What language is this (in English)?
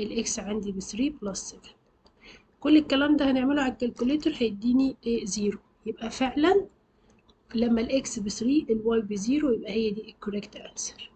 Egyptian Arabic